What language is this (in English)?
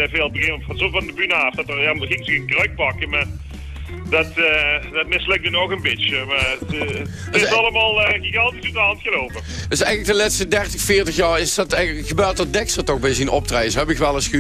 Limburgish